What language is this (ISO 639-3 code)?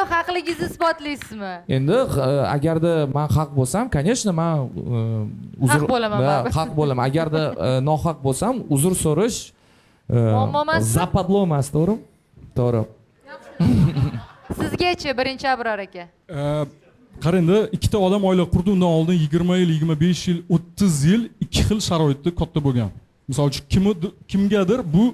uzb